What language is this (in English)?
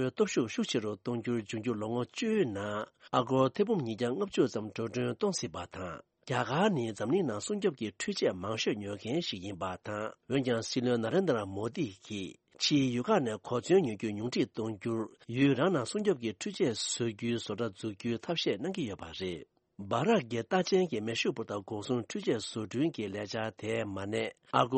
Tibetan